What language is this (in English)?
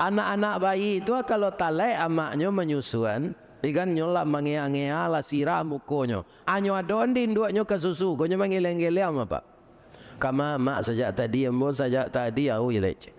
Minangkabau